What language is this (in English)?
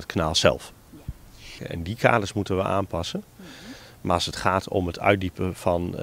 Dutch